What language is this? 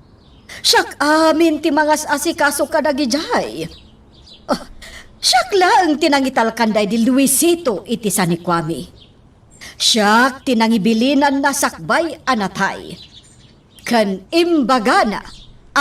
Iloko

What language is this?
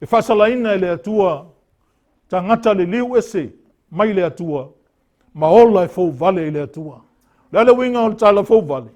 Samoan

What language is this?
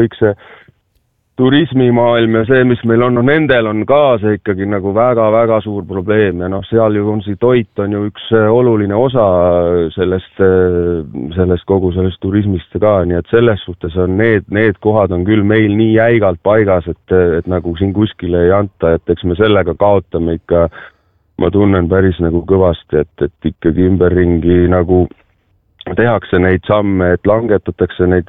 Estonian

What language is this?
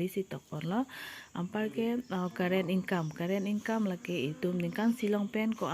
Karbi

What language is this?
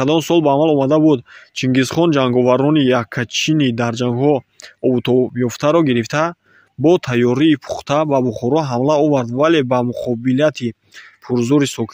Tajik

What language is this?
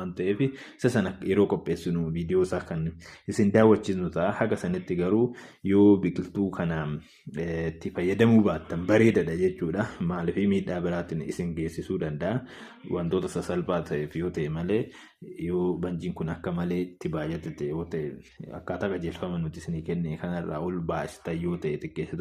Oromo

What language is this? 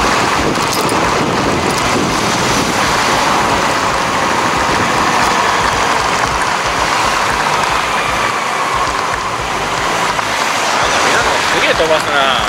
Japanese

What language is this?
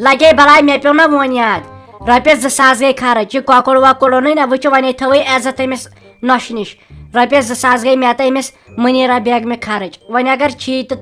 Kashmiri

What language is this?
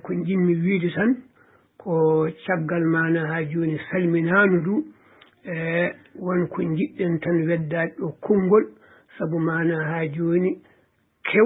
Fula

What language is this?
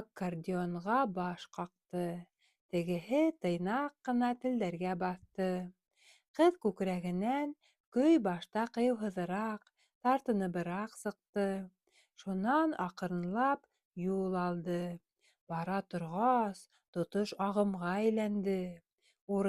Bashkir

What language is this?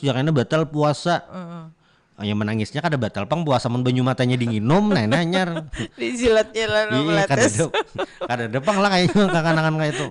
Banjar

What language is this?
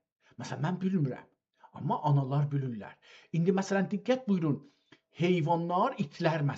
South Azerbaijani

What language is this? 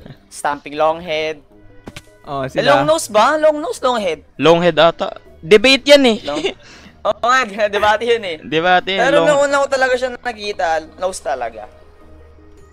Filipino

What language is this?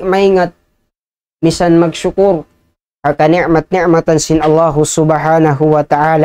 Tausug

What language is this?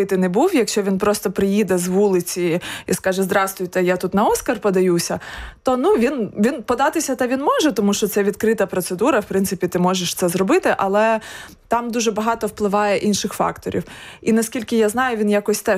Ukrainian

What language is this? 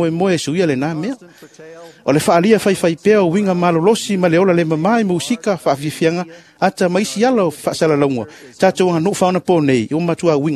Samoan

